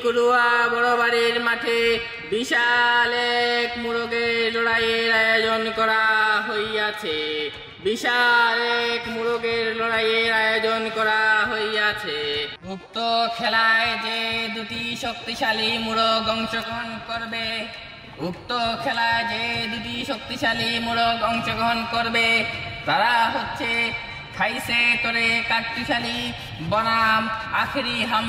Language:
Sylheti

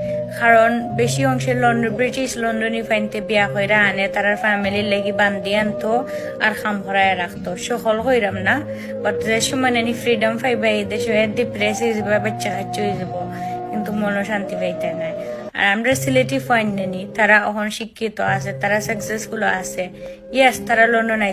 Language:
Sylheti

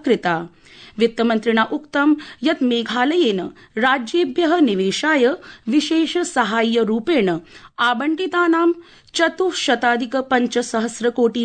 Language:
Sanskrit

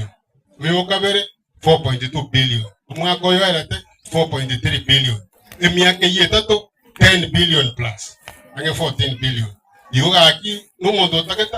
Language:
Gusii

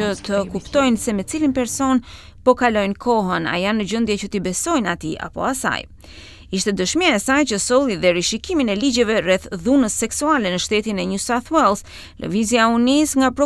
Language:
Albanian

